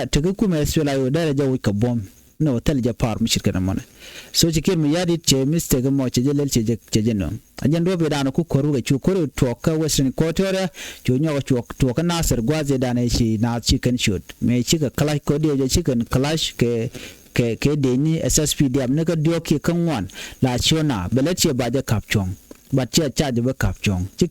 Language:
Nuer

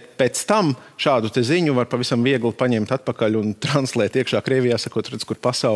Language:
Latvian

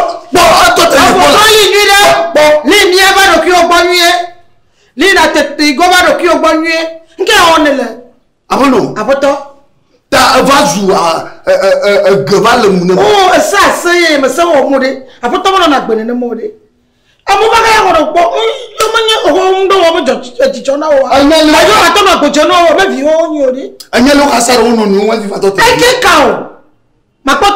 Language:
Ewe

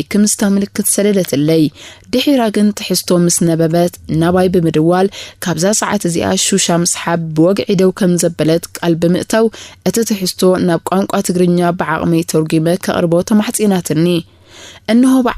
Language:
Tigrinya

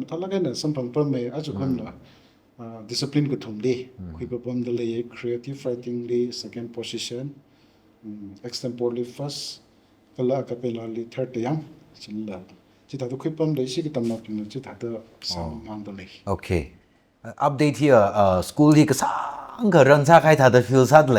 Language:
Tangkhul Naga (India)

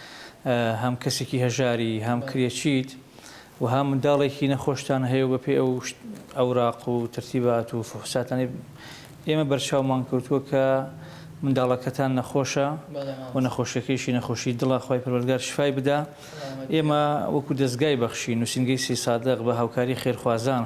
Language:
Central Kurdish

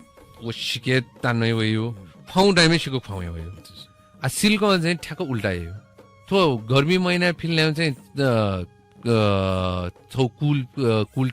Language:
Newari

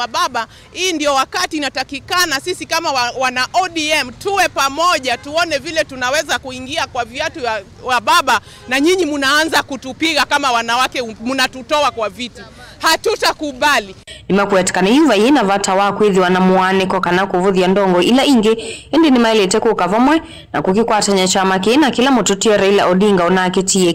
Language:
Kamba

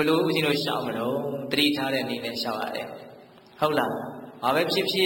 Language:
Burmese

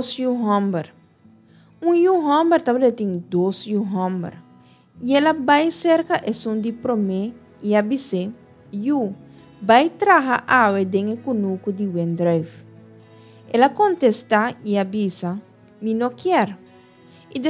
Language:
Papiamento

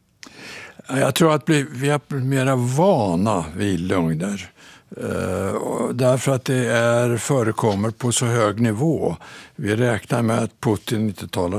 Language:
Swedish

